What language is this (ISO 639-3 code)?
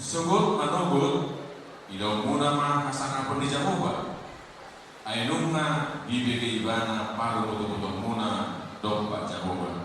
bbc